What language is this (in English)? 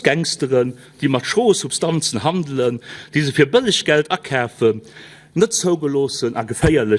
Luxembourgish